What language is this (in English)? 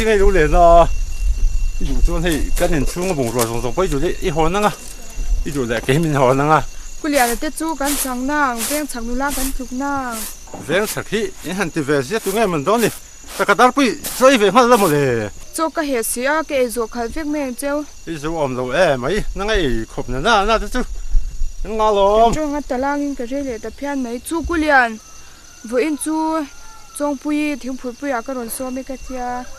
Mizo